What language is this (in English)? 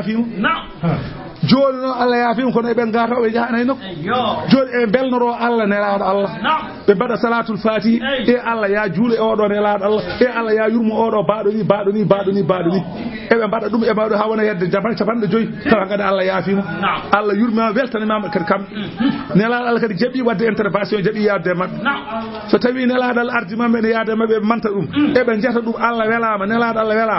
Fula